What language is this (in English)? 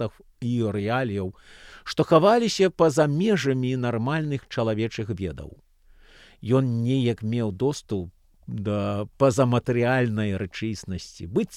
Belarusian